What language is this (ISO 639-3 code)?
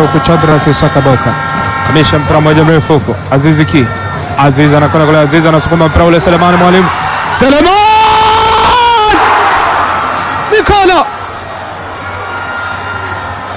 swa